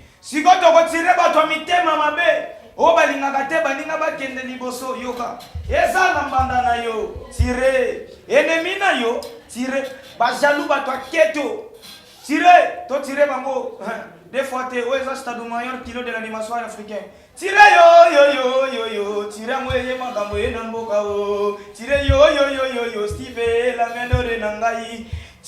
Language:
Lingala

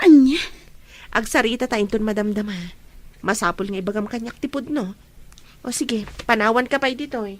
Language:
Iloko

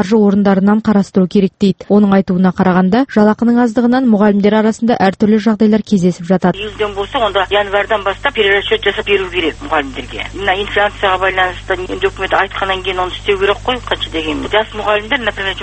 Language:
Kazakh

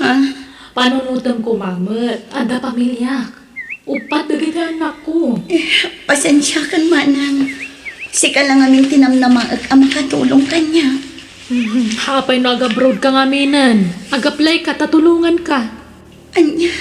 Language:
Iloko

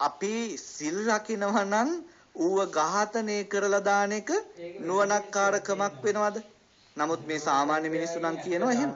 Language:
Sinhala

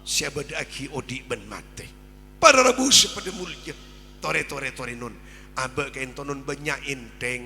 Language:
Madurese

